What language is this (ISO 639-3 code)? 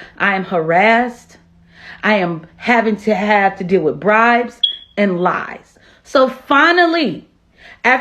pcm